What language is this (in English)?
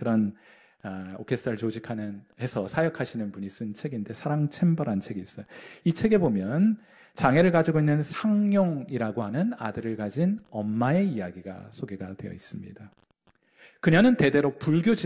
Korean